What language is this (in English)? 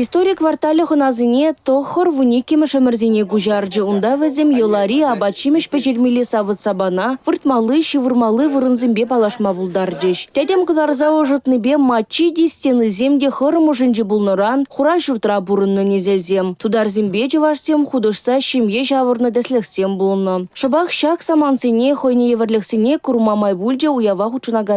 Chuvash